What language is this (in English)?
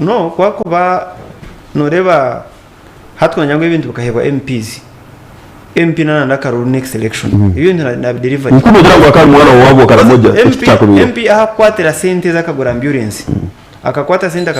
Nyankole